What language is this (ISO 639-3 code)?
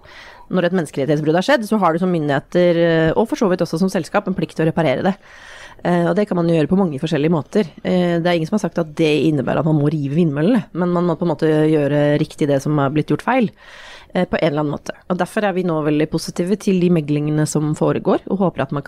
nor